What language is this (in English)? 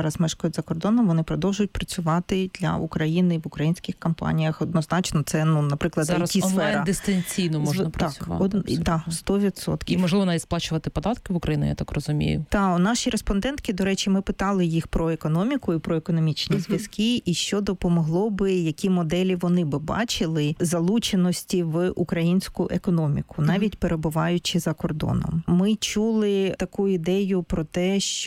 Ukrainian